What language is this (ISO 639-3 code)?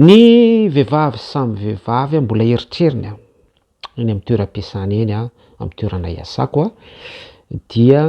mlg